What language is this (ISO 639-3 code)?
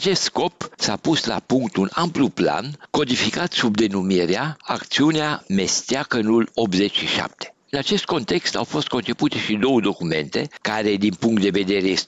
ron